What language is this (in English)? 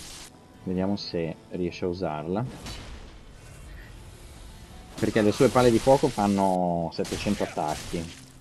Italian